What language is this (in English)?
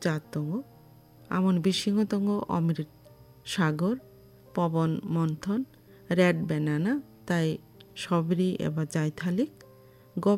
Kok Borok